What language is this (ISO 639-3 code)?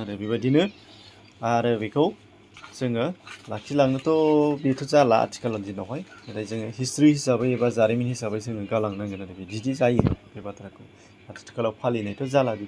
brx